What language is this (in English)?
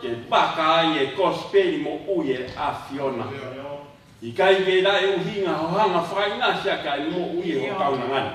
Tongan